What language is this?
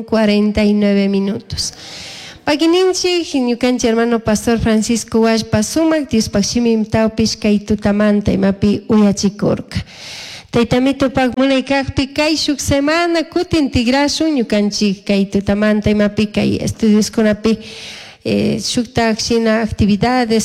Chimborazo Highland Quichua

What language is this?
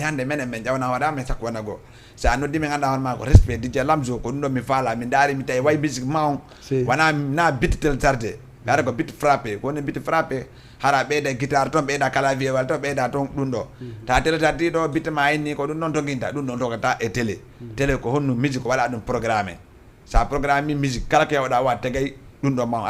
Fula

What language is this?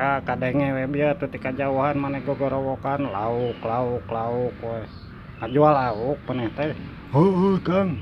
Sundanese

